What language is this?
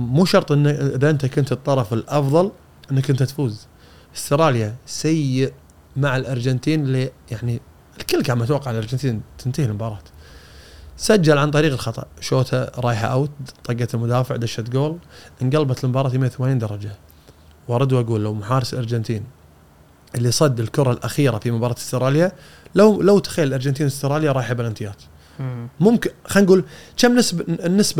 Gulf Arabic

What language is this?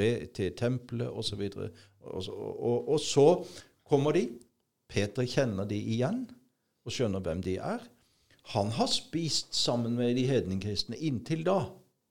Norwegian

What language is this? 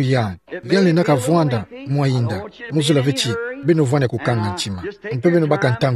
Kituba (Democratic Republic of Congo)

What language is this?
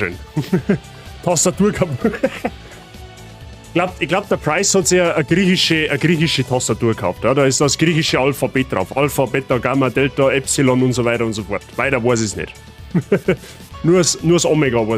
Bavarian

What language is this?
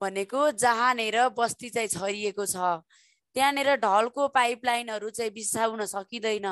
Nepali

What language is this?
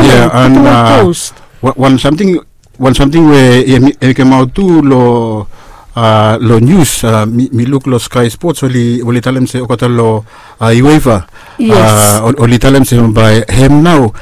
Bislama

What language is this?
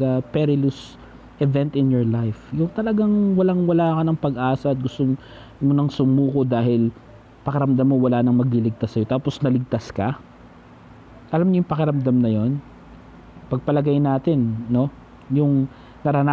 Filipino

